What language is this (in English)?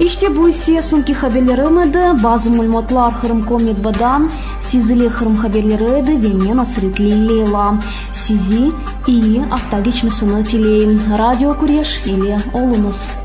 Crimean Tatar